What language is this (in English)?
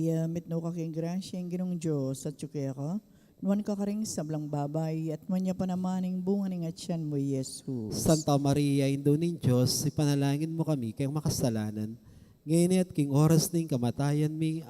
Pampanga